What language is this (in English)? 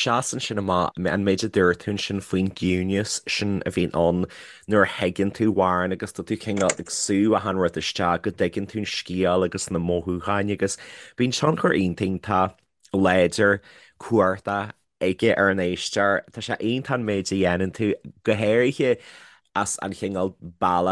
Irish